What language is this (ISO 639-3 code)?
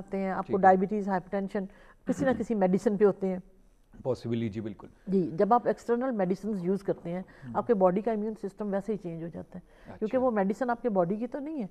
urd